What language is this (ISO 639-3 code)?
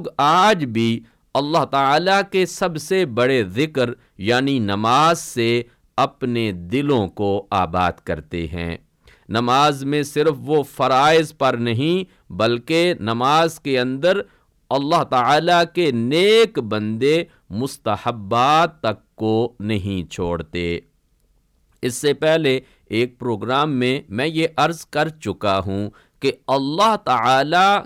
urd